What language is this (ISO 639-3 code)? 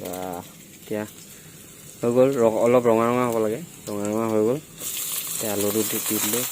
asm